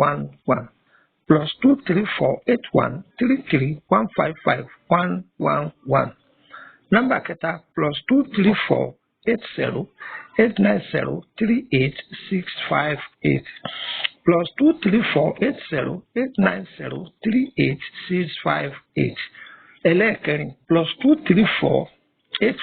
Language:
Yoruba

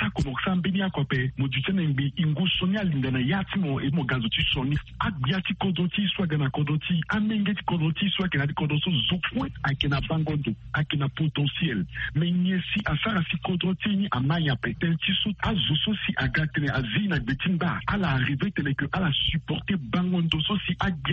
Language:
Sango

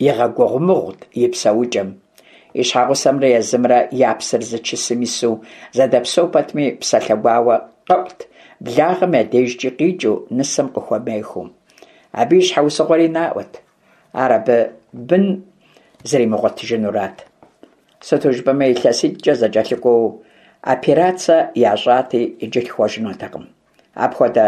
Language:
Kabardian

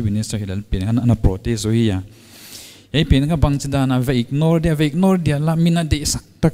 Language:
Paite Chin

